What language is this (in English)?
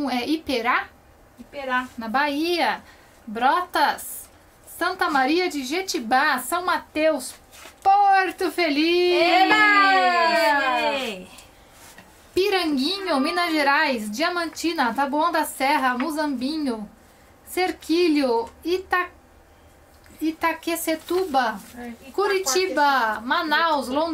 Portuguese